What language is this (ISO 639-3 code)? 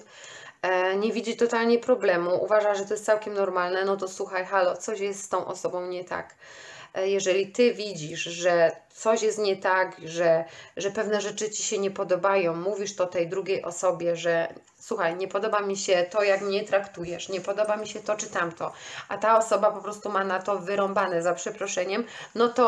pol